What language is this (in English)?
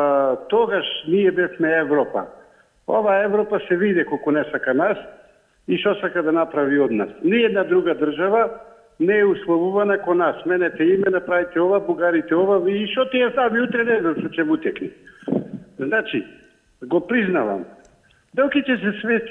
Macedonian